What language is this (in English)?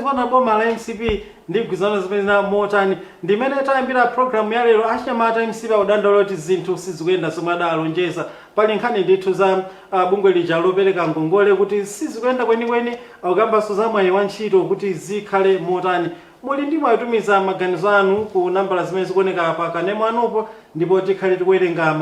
Nyanja